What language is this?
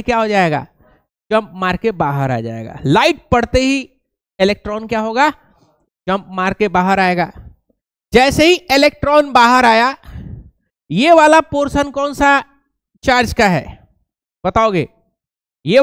Hindi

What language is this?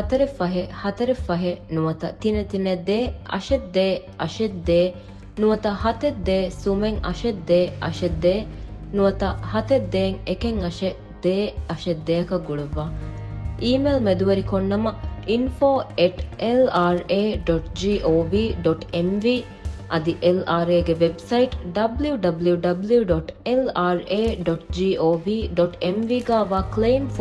Divehi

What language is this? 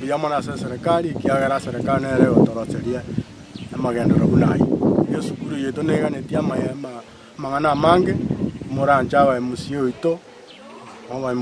Gusii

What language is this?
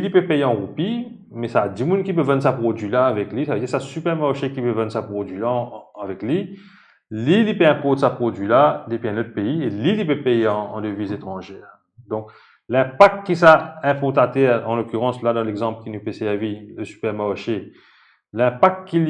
Morisyen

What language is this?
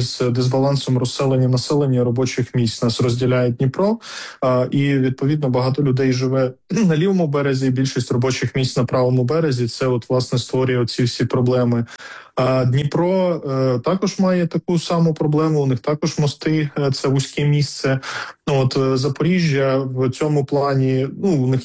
Ukrainian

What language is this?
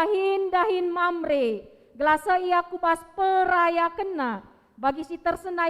Batak Karo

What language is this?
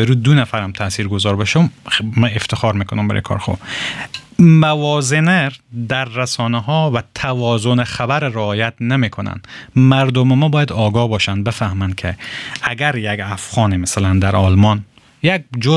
Persian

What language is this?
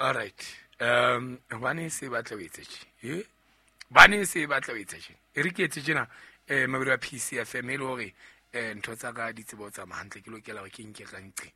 Southern Sotho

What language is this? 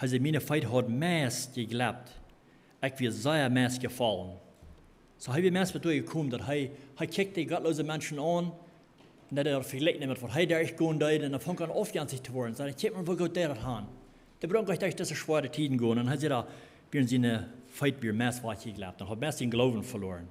Plautdietsch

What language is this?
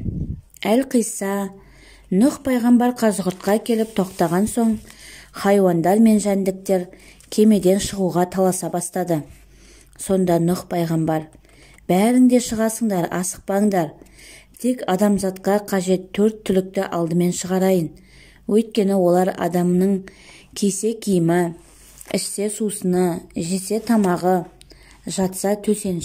Kazakh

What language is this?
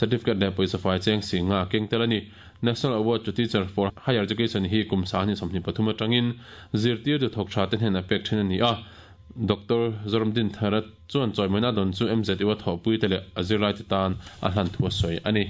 Mizo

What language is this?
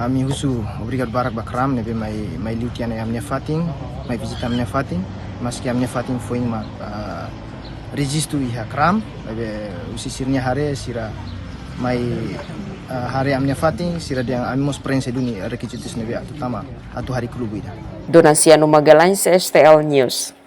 Tetum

